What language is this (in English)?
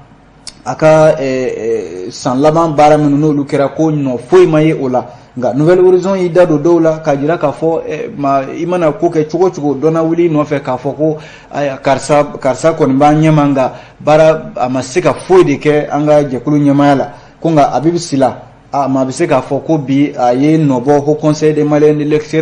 Bambara